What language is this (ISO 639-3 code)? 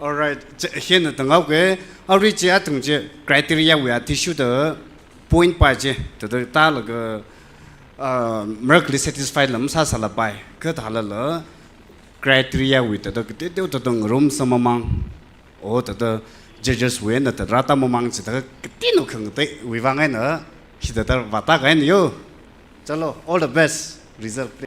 nmf